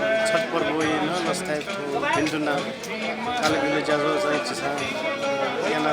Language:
Newari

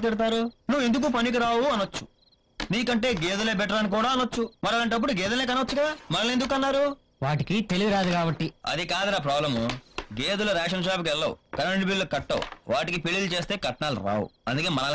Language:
Telugu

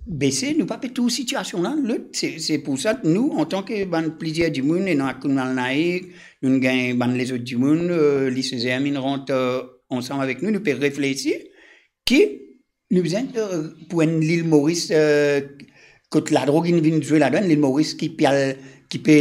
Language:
Morisyen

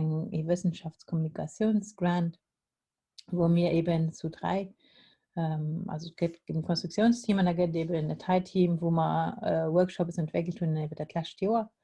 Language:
Luxembourgish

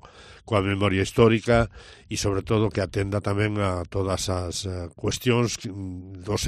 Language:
Galician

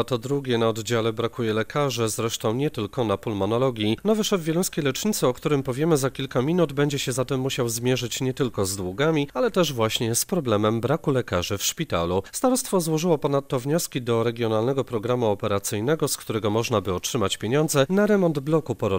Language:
Polish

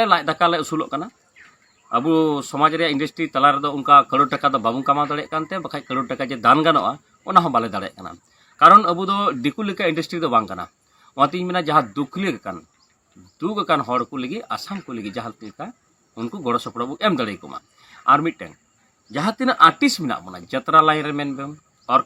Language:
Santali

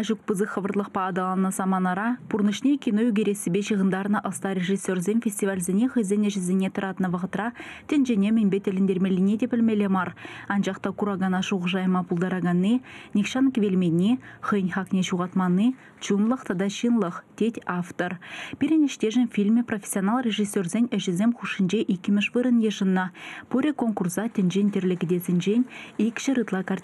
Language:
Chuvash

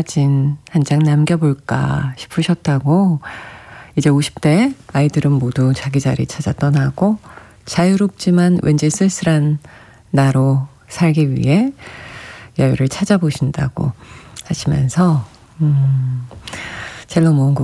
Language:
Korean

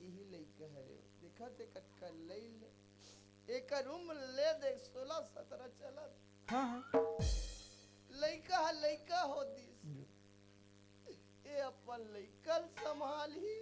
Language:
Chhattisgarhi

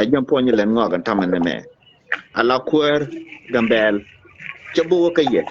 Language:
Nuer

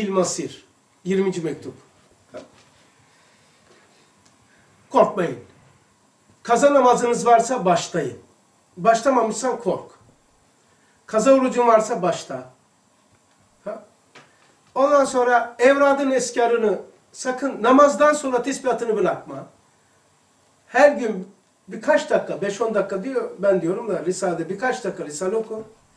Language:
Turkish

